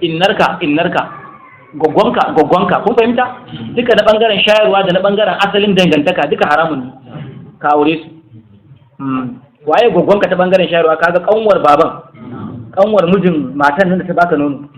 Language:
Hausa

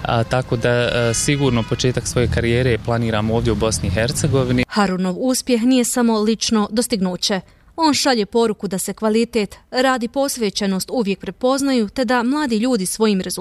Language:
Bosnian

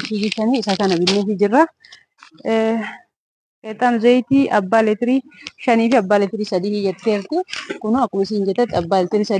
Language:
Oromo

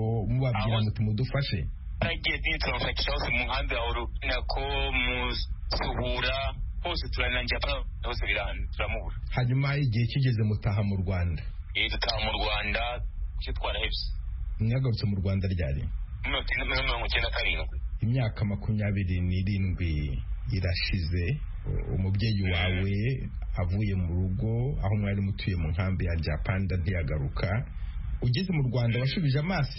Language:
Kinyarwanda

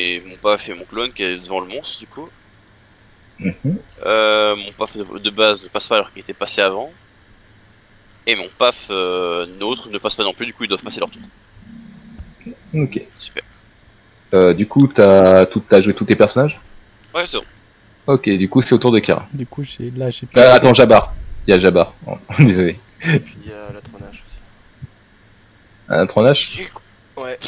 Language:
French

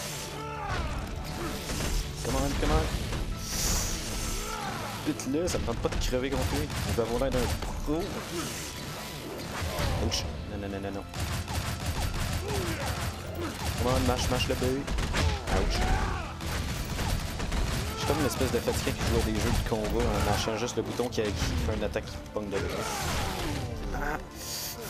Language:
French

